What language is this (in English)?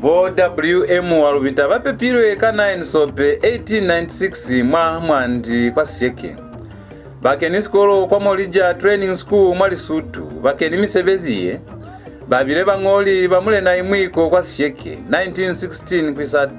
Lozi